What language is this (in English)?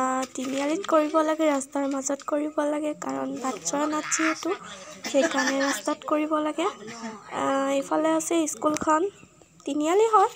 Assamese